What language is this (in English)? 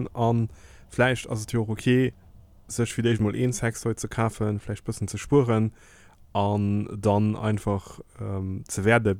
Luxembourgish